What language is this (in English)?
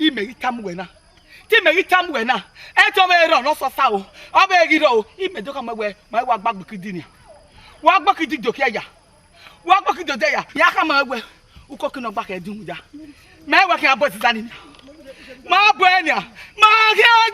Bini